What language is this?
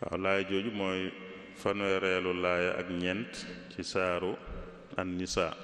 Wolof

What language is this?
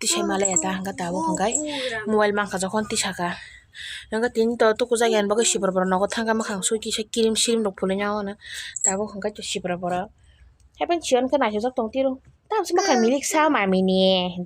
Kok Borok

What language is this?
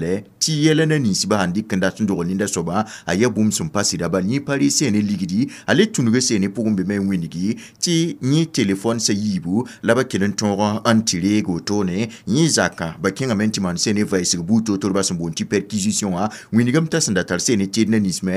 Mossi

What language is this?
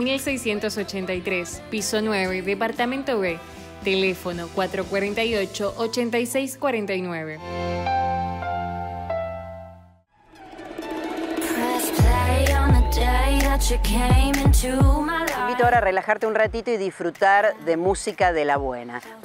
Spanish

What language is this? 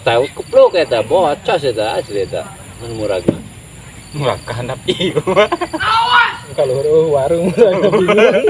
Sundanese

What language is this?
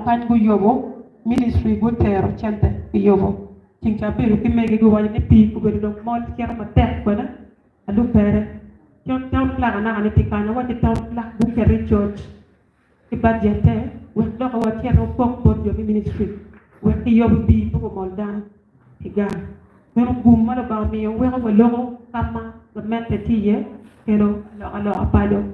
Acoli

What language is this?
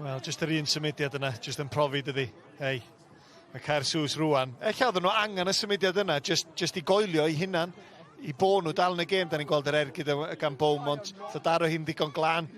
Welsh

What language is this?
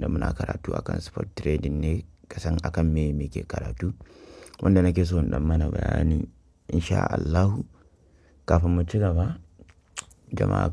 Hausa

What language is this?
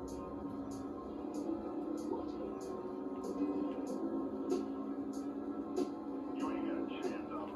English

